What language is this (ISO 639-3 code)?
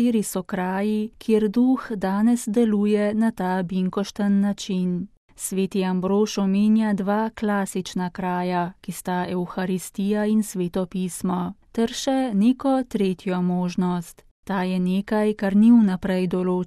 slv